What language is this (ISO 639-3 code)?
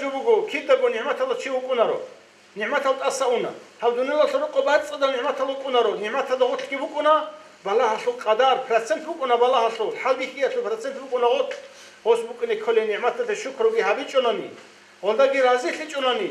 ava